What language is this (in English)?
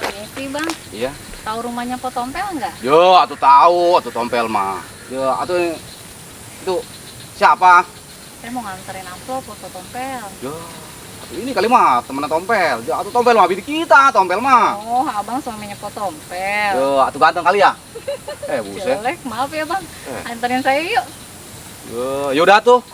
Betawi